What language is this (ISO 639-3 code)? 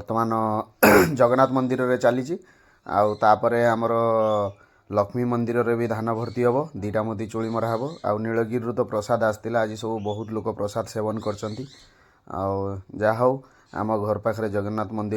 ori